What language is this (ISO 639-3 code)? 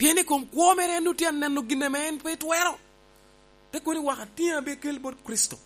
laj